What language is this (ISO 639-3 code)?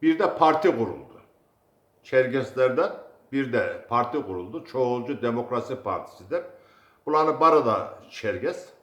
kum